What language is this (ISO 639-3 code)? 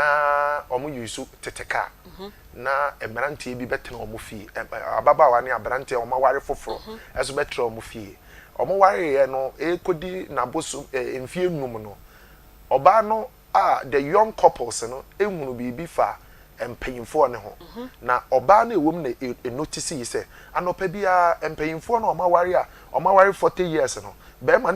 aka